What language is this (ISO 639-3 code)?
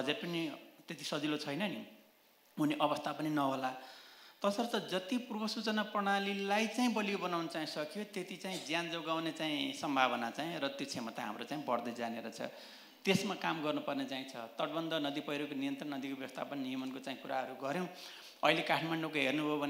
nep